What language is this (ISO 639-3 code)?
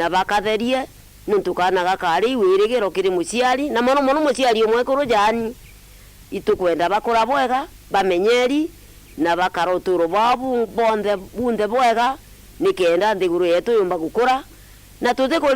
mer